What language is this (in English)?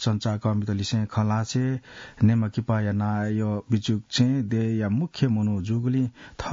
Newari